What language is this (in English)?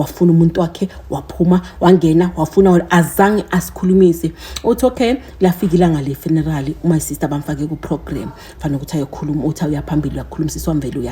Zulu